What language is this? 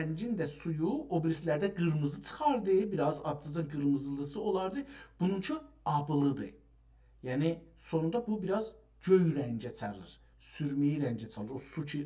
South Azerbaijani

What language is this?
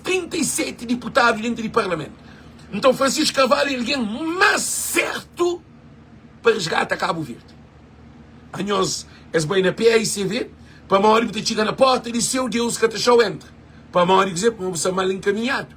Kabuverdianu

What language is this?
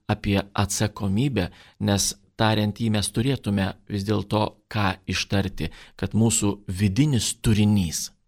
Lithuanian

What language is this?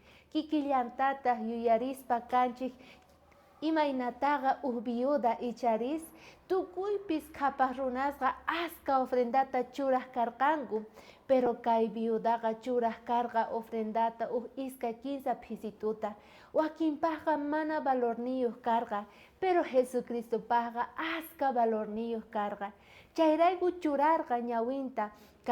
South Bolivian Quechua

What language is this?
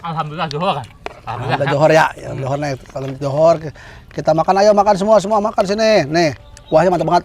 Betawi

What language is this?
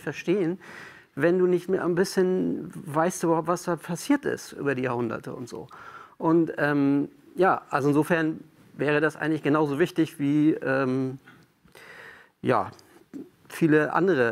German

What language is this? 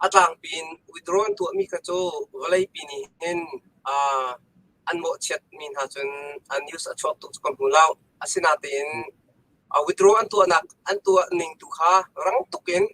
Hakha Chin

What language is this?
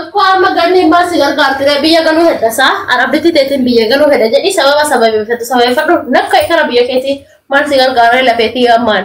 Oromo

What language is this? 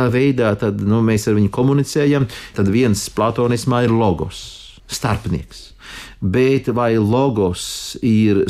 Latvian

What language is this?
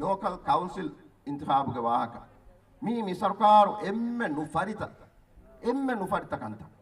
Divehi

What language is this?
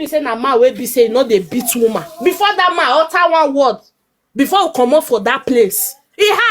Nigerian Pidgin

